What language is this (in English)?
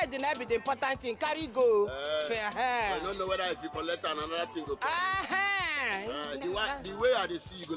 Nigerian Pidgin